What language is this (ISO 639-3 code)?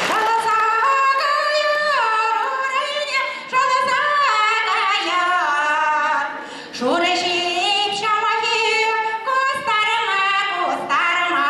chv